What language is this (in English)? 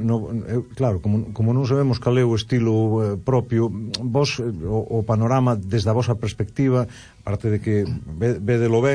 Galician